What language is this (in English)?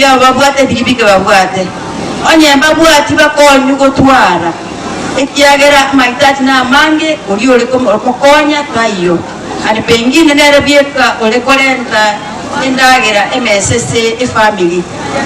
Gusii